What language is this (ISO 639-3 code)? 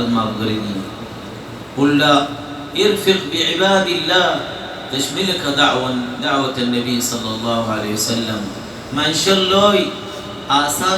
rhg